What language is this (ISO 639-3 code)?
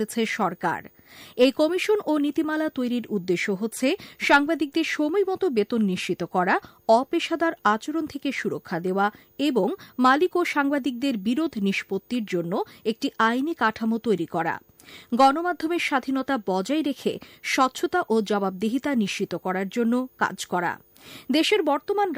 ben